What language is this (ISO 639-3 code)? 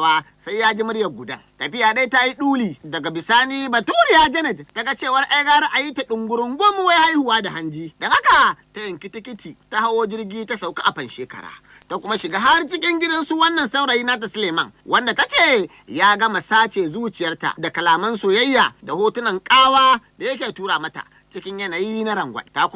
hau